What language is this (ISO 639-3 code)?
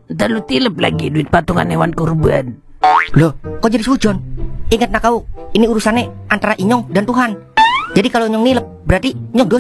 bew